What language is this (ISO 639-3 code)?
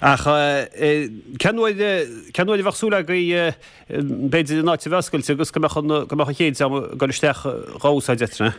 gle